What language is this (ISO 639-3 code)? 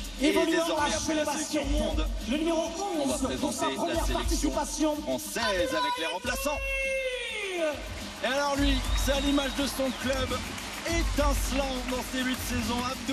fra